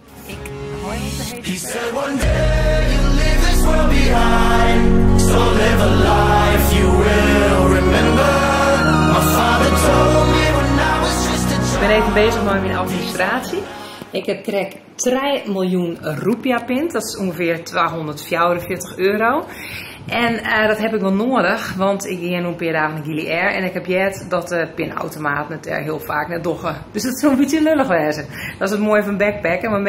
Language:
Western Frisian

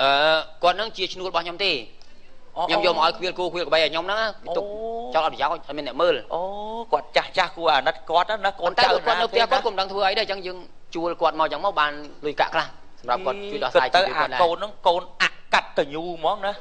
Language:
Khmer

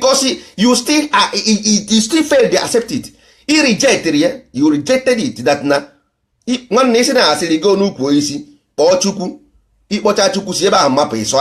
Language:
Igbo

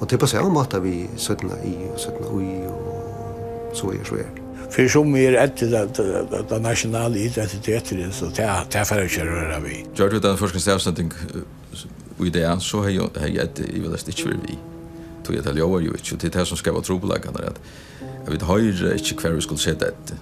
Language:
Faroese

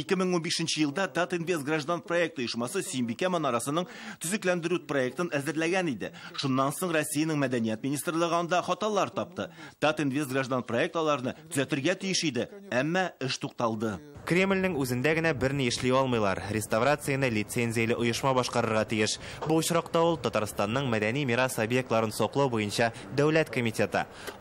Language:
Tatar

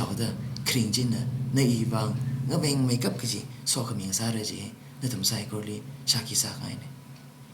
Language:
Tangkhul Naga (India)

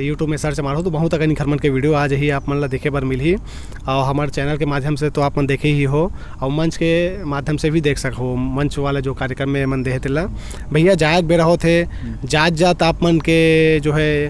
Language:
Chhattisgarhi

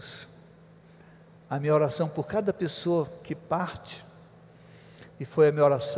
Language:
Portuguese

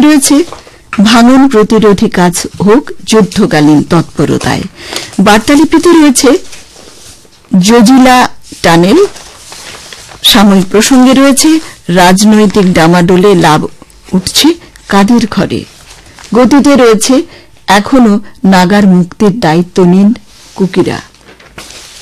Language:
Bangla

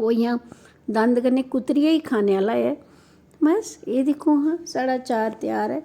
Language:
Dogri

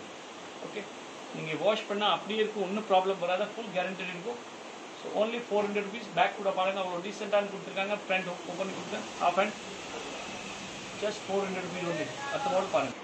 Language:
Tamil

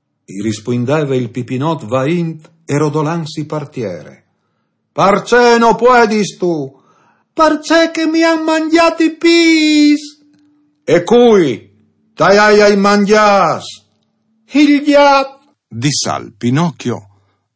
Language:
Friulian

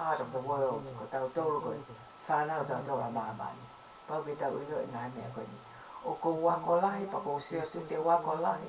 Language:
Tongan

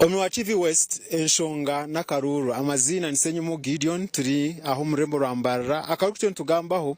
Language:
Nyankole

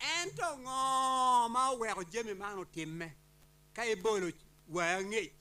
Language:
Acoli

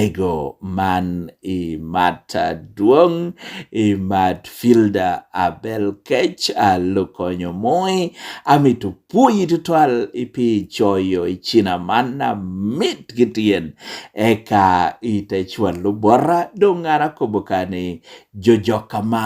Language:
Lango (Uganda)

